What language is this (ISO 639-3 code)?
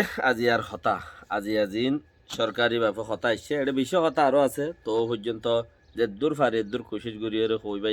rhg